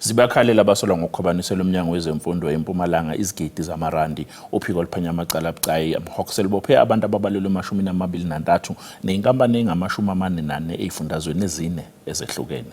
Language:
Zulu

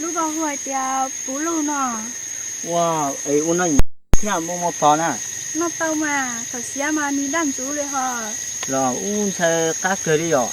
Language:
Hmong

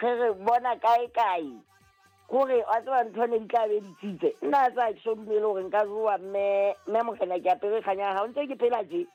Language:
Southern Sotho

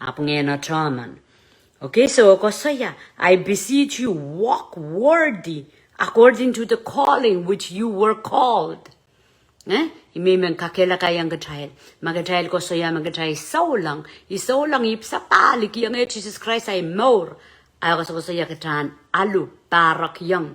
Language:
Pohnpeian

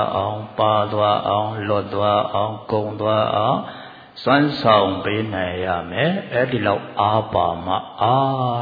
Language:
Burmese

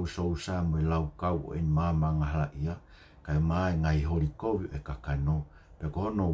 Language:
Tongan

